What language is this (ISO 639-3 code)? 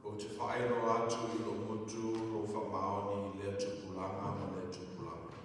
smo